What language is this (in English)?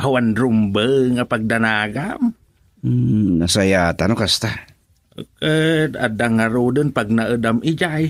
Iloko